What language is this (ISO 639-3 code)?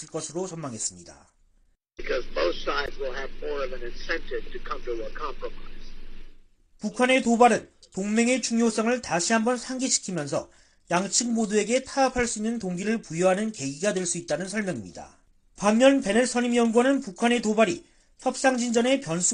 kor